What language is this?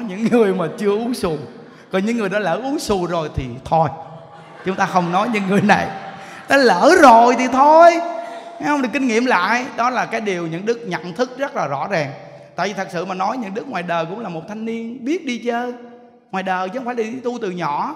Vietnamese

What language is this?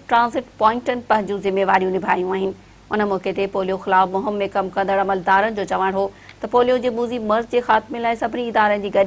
Sindhi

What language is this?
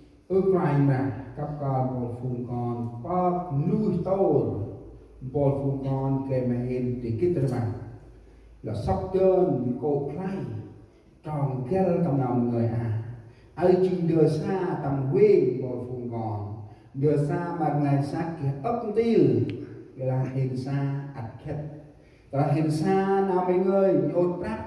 Central Mnong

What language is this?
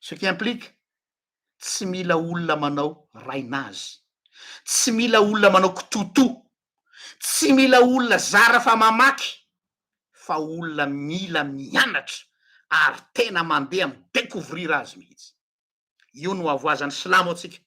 Malagasy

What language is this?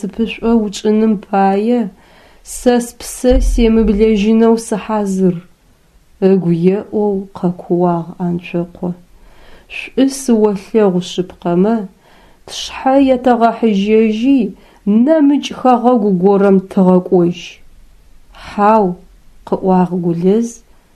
Adyghe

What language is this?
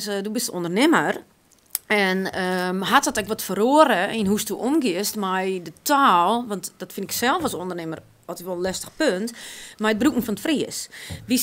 Western Frisian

